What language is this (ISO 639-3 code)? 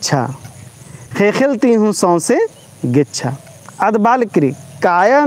kru